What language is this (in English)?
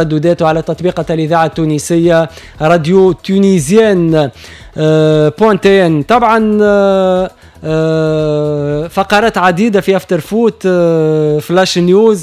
Tunisian Arabic